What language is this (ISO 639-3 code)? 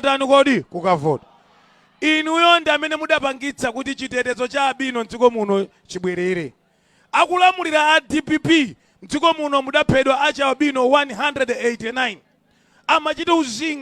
nya